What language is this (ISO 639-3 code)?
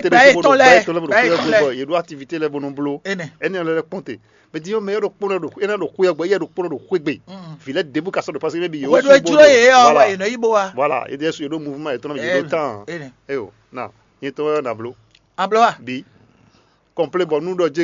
fon